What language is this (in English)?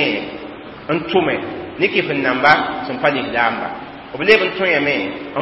Mossi